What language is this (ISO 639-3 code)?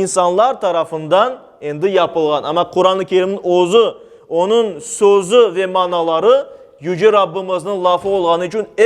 crh